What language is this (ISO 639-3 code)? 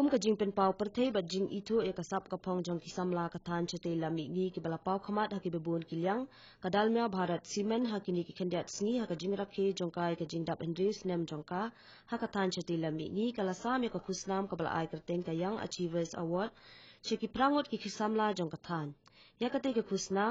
kha